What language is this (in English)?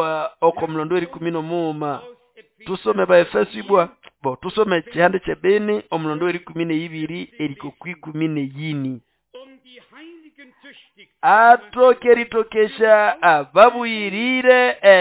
Nande